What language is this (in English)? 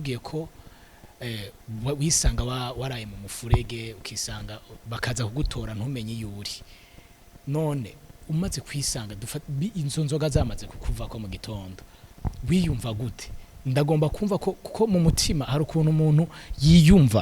Rundi